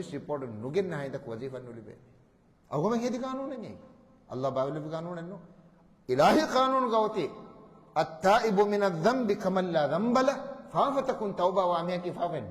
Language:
Divehi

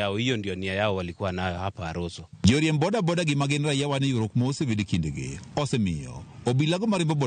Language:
Luo (Kenya and Tanzania)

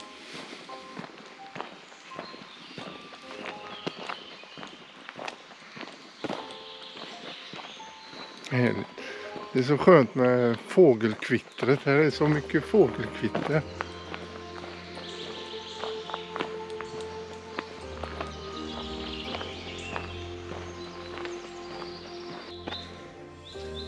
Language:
Swedish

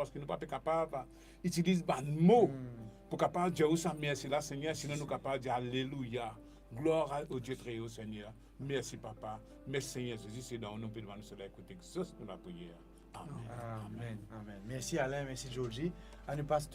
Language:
Morisyen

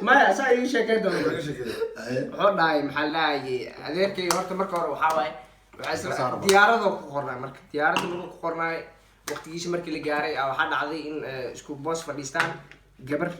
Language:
Somali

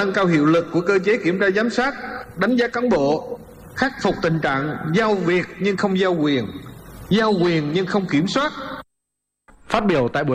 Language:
Vietnamese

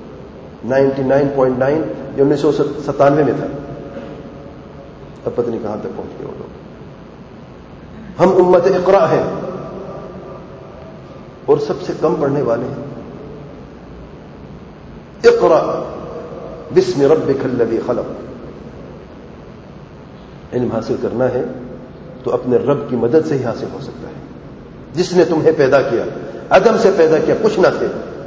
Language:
Urdu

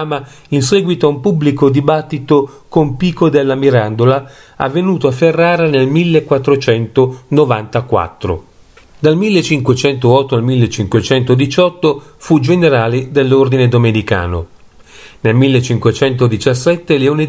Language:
Italian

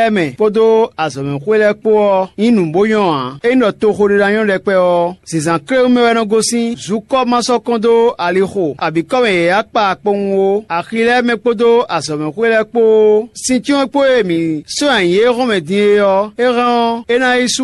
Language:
Fon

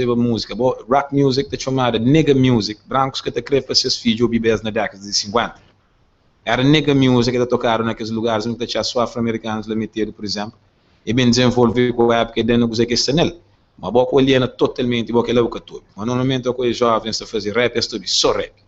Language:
Kabuverdianu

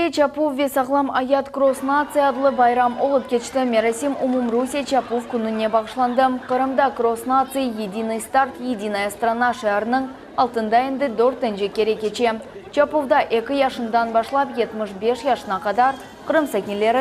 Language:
Crimean Tatar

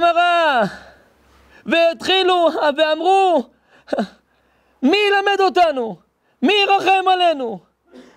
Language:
Hebrew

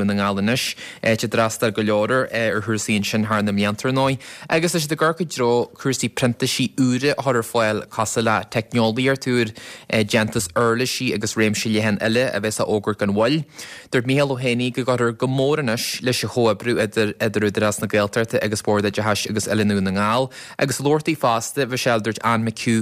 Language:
Irish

